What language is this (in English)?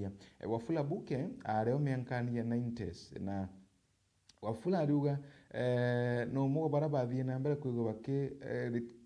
Meru